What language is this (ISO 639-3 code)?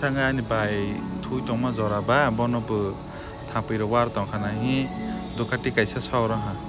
trp